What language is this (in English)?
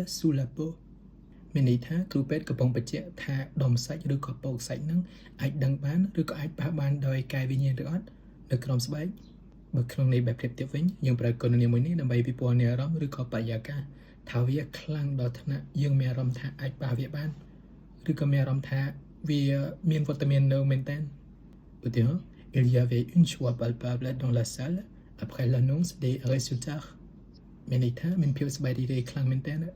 Khmer